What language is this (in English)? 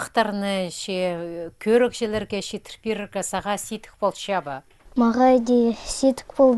Khakas